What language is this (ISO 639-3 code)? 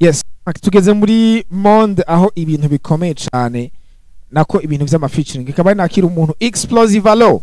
run